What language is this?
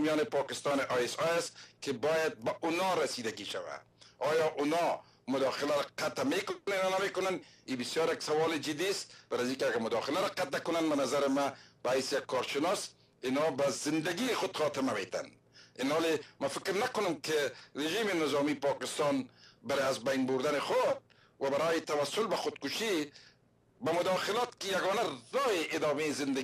Persian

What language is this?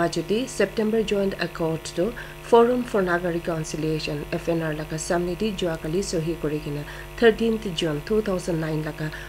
Naga Pidgin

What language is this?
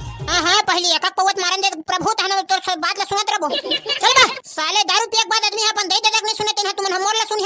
Chhattisgarhi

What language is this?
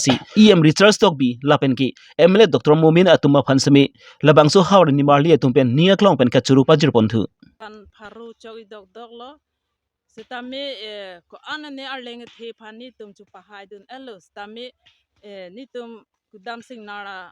Karbi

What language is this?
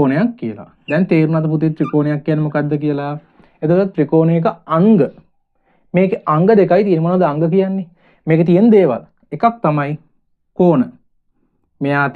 Sinhala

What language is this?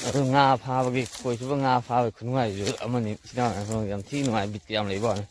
Manipuri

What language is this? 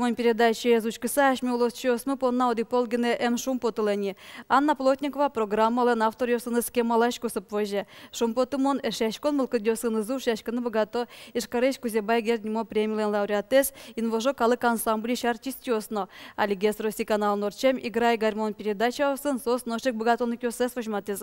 Udmurt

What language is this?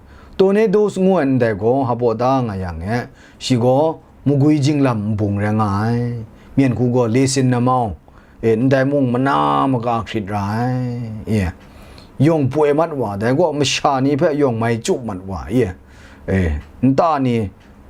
Kachin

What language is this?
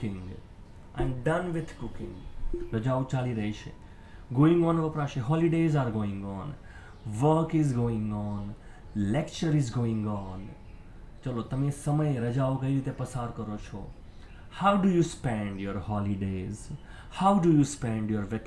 Gujarati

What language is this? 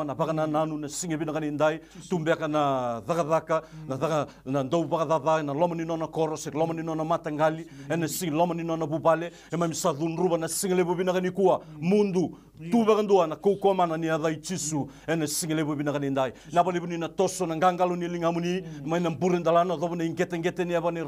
Fijian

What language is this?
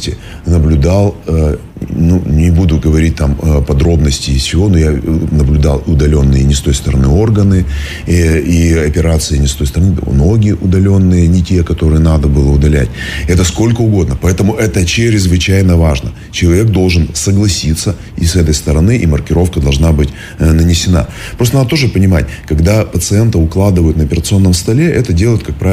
Russian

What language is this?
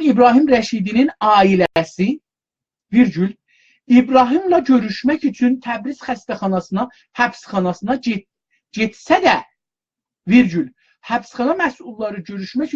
South Azerbaijani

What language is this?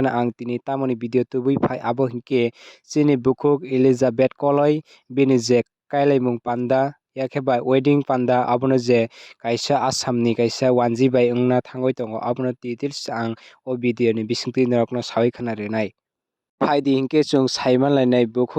Kok Borok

